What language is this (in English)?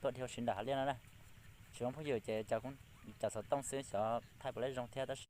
Hmong